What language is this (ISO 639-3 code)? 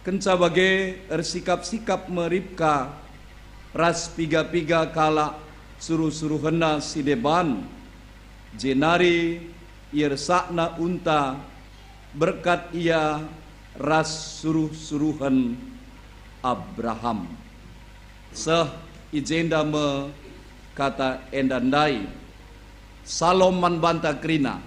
btx